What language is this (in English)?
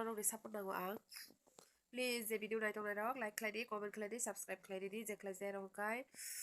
Kok Borok